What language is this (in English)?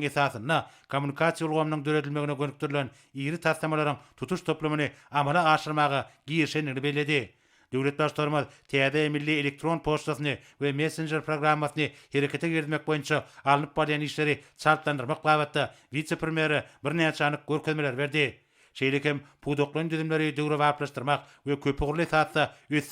Turkmen